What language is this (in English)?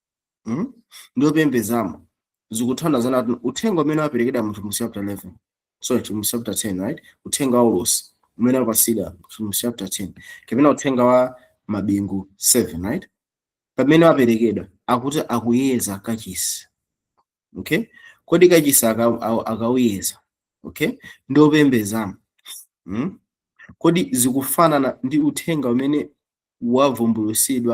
Nyanja